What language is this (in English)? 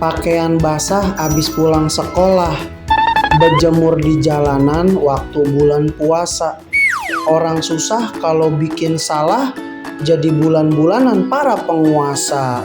Betawi